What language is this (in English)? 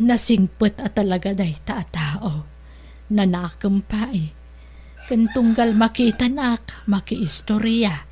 Iloko